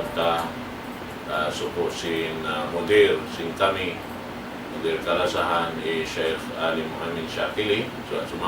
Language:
Tausug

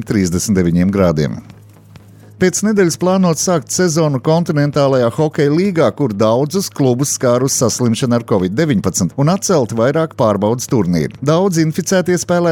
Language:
Latvian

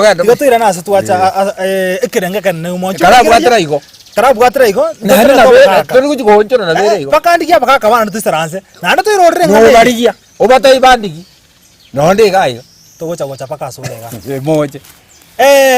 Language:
Gusii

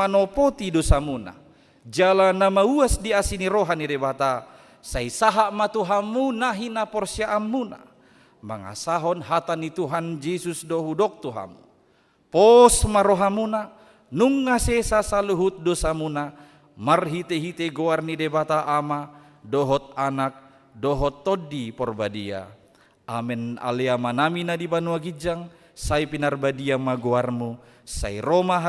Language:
Batak Toba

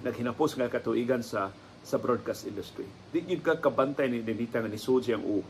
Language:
Cebuano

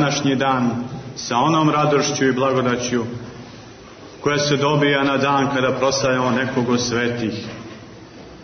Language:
Serbian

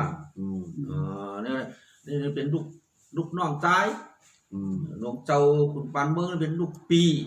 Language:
Shan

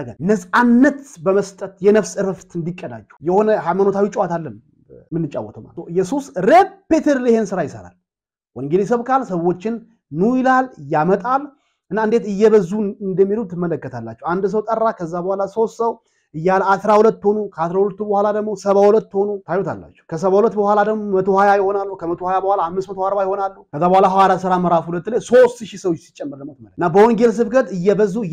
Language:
Amharic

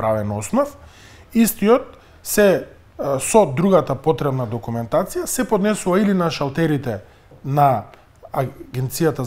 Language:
Macedonian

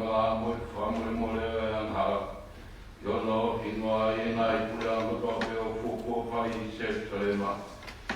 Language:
Tongan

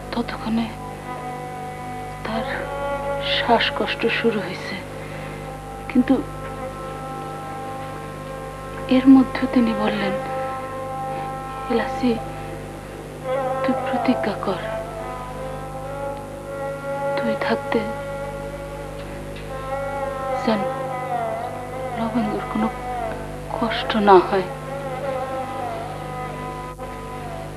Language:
Bangla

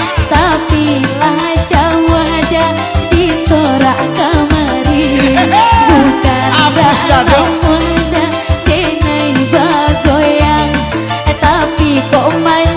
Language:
Minangkabau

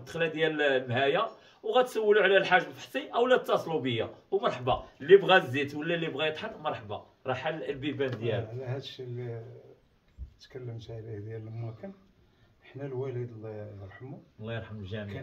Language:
Moroccan Arabic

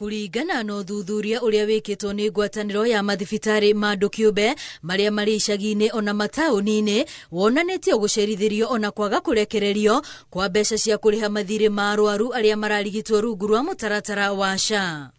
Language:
Kikuyu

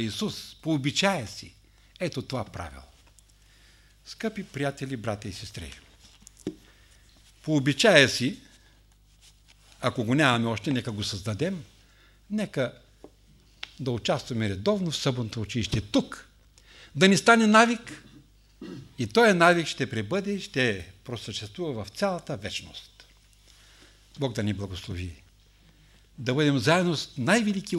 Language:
Bulgarian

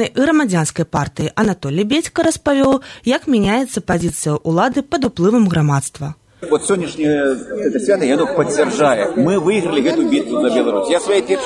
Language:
Belarusian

